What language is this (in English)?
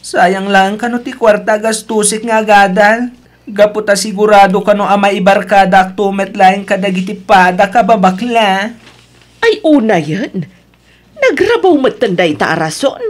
Iloko